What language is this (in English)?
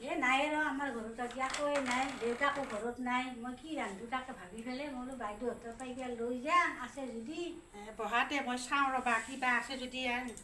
Assamese